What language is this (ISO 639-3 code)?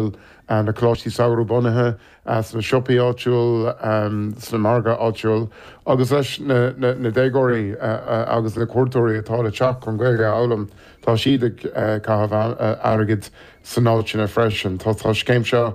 gle